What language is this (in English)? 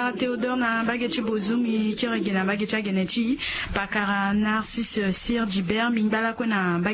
Sango